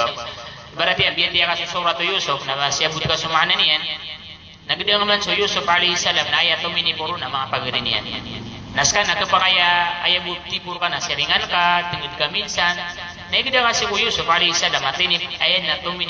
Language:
Maranao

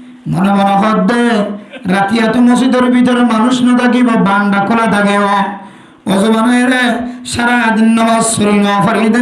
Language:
Rohingya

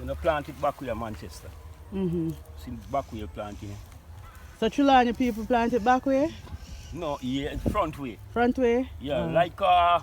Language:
Jamaican Creole English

